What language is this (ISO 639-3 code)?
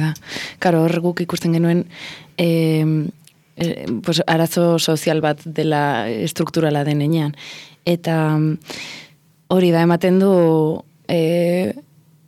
eus